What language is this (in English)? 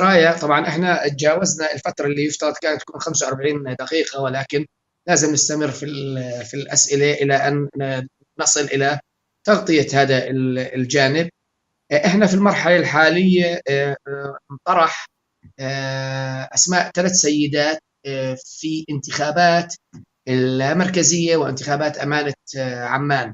North Levantine Arabic